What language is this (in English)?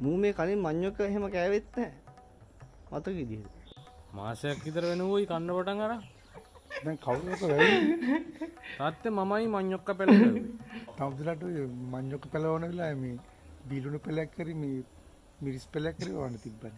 Sinhala